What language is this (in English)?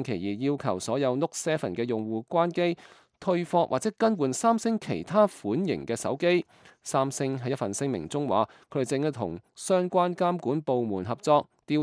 Cantonese